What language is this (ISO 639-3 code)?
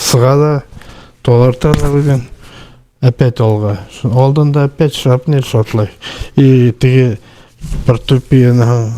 bak